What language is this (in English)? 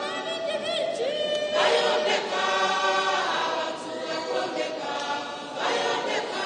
Nyankole